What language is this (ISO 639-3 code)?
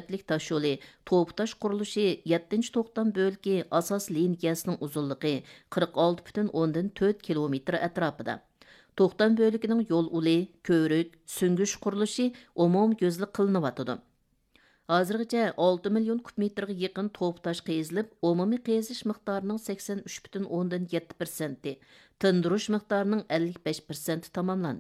uig